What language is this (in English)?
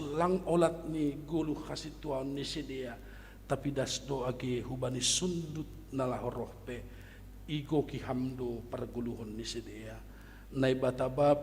Batak Simalungun